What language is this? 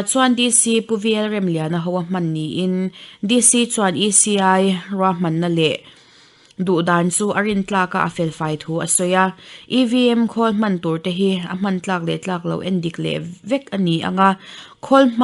Mizo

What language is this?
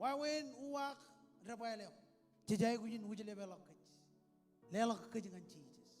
Marshallese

